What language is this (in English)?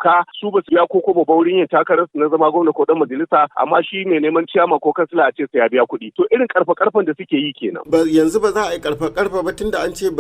Hausa